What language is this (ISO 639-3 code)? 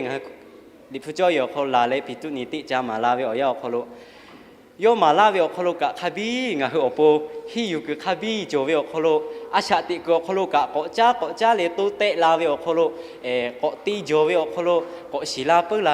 lhu